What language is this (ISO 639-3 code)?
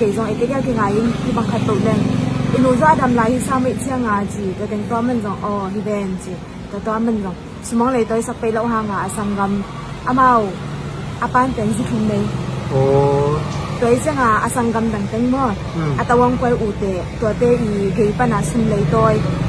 ctd